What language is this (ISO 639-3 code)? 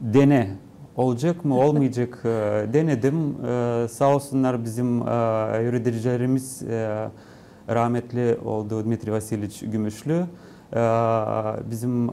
gag